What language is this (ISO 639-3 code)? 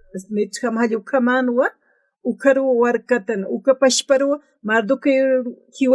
aym